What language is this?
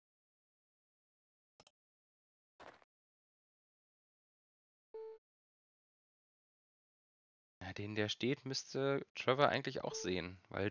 German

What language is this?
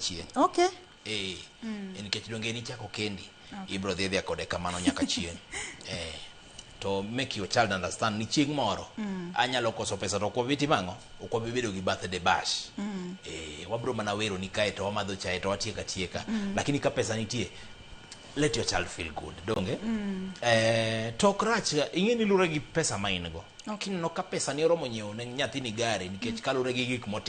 Luo (Kenya and Tanzania)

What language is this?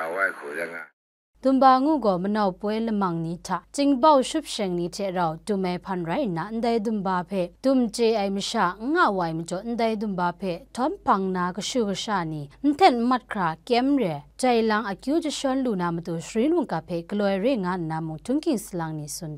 Kachin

